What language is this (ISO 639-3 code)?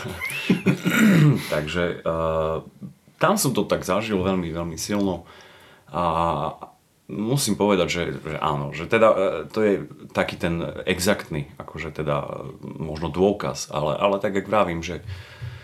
slk